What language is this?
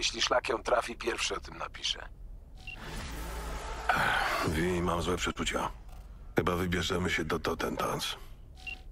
Polish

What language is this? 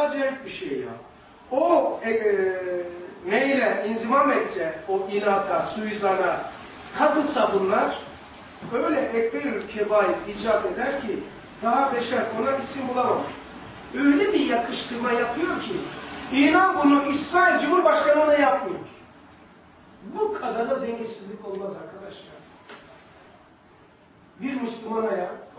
Turkish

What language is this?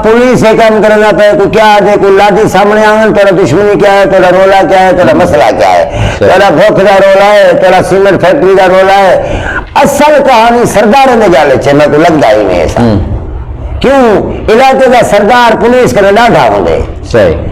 Saraiki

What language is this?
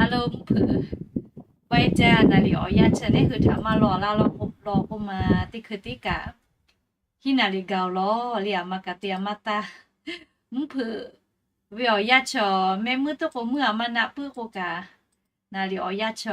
Lahu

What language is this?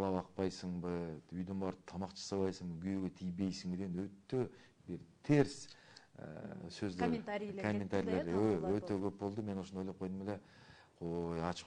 Kyrgyz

